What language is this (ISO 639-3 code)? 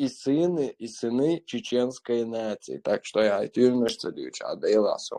che